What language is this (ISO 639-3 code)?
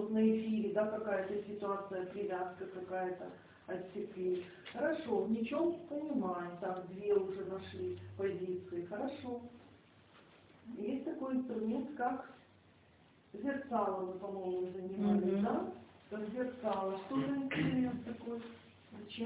rus